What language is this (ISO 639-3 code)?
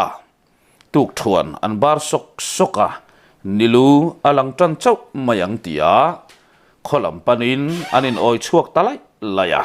lus